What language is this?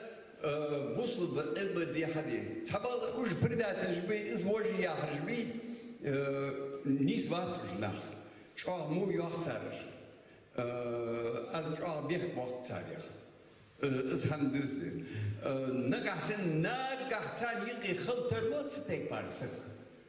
Ingush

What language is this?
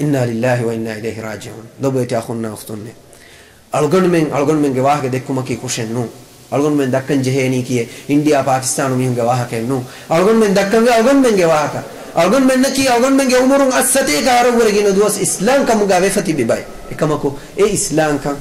Divehi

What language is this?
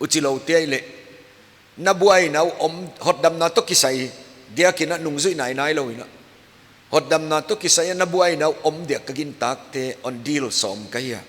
Paite Chin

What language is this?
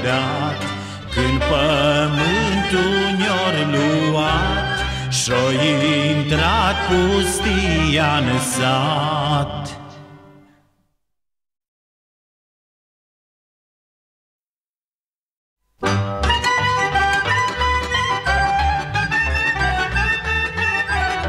Romanian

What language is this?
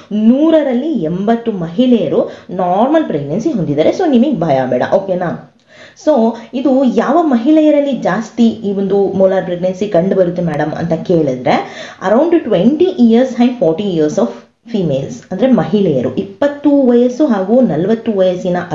Kannada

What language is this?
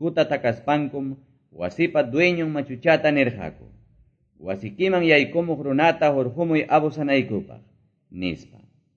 Quechua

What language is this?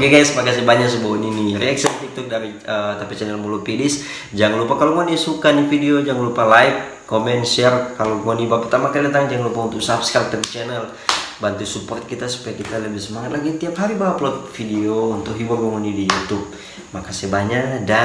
Manado Malay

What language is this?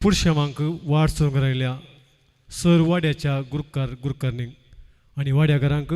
Konkani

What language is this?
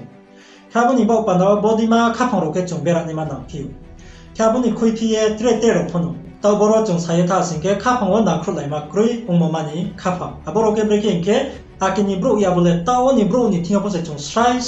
Riang (India)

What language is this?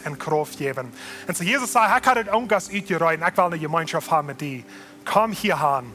Plautdietsch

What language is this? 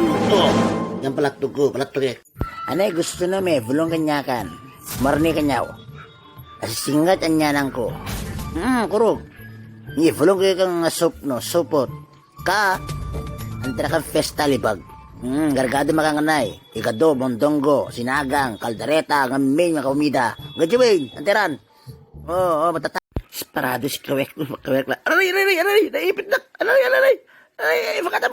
Itawit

